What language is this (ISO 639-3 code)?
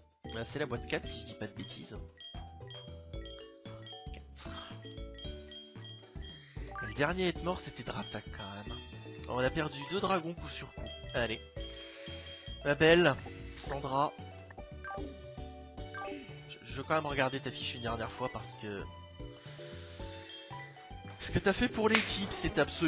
fra